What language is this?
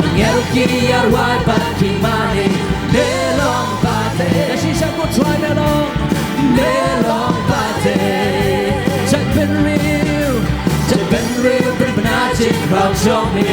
Khasi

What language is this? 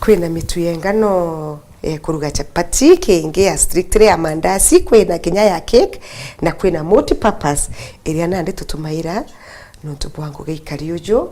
Meru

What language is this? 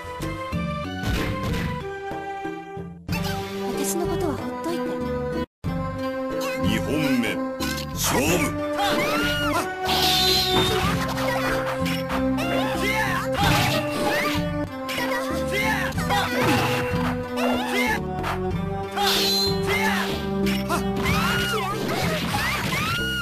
Japanese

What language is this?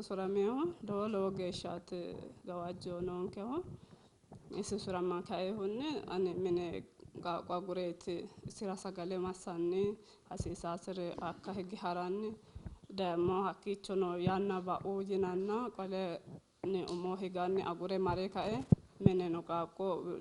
Sidamo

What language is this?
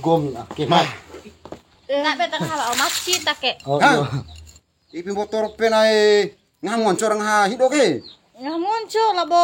Bima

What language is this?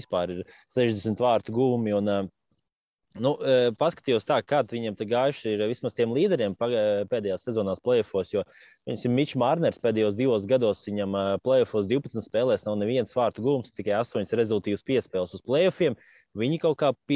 Latvian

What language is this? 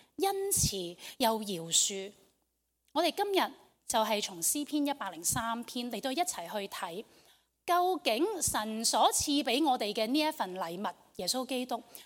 Cantonese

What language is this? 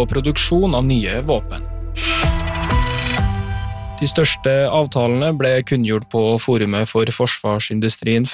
Norwegian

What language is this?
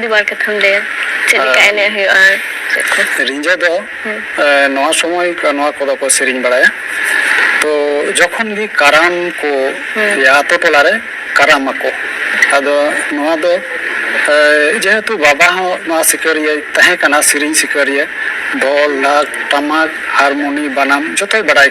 Santali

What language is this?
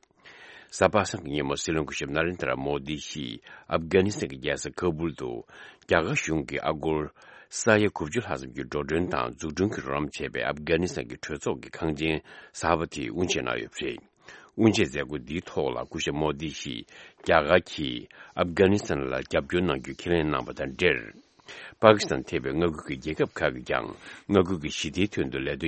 Tibetan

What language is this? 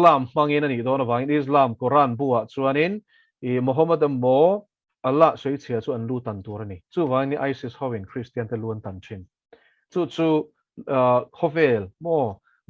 Mizo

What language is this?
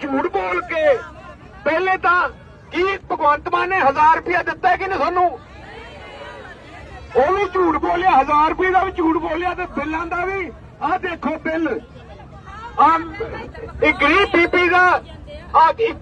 Punjabi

